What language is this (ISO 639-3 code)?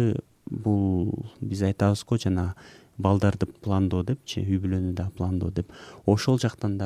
kir